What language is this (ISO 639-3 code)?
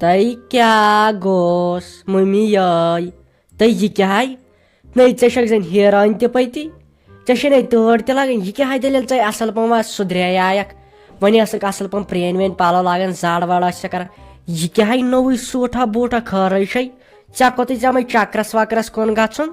kas